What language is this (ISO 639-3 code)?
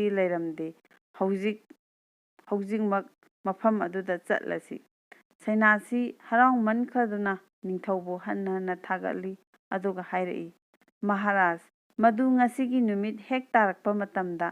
mni